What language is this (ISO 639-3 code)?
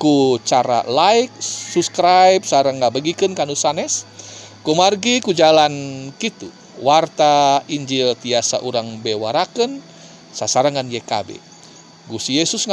sun